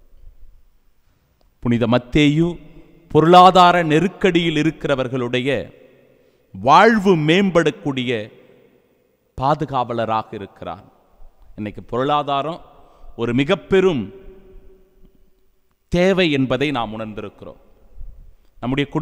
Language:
Tamil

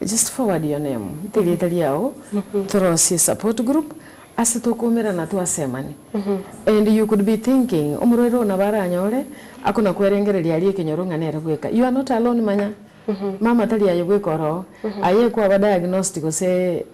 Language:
Gusii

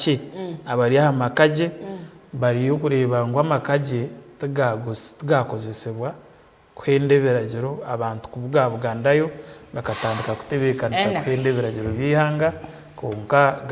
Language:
Nyankole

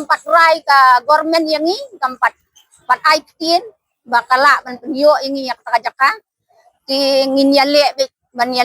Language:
Khasi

